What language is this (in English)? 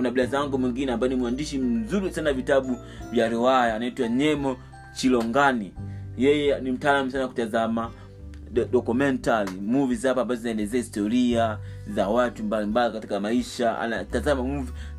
Swahili